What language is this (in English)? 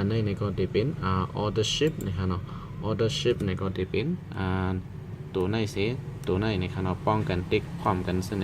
Shan